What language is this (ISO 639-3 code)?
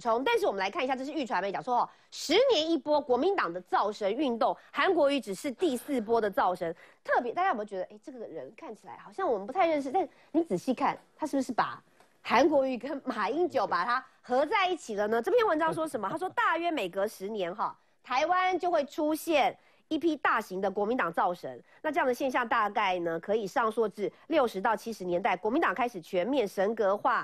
zho